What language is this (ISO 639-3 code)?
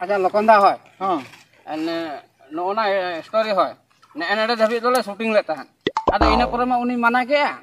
sat